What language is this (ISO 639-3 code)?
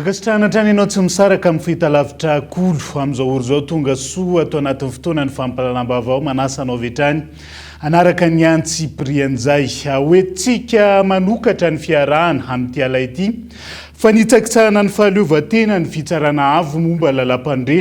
mlg